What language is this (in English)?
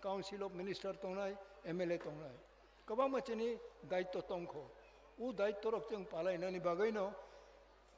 Kok Borok